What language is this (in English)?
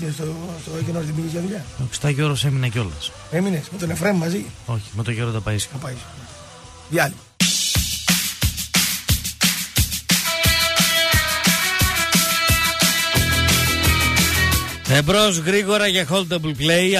Greek